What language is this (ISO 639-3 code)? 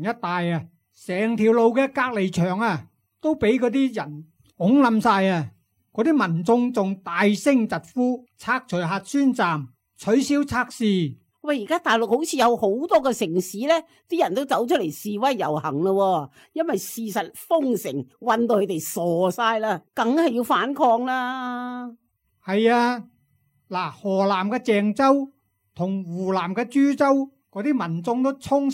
yue